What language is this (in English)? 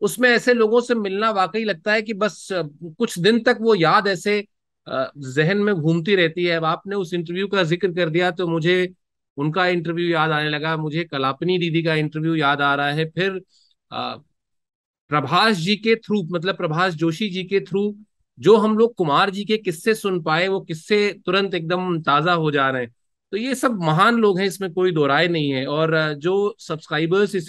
Hindi